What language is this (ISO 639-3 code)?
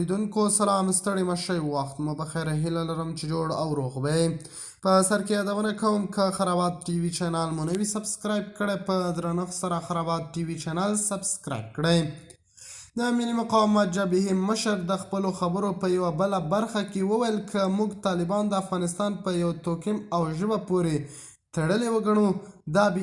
pus